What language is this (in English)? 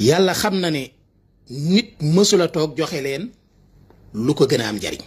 Wolof